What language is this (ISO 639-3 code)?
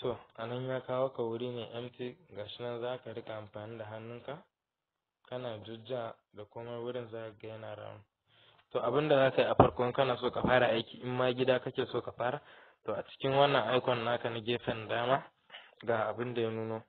hau